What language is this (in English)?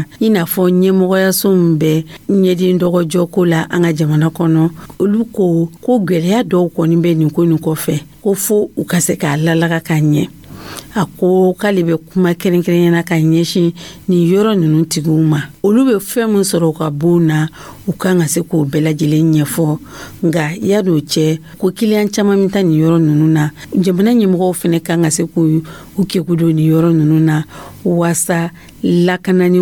Dyula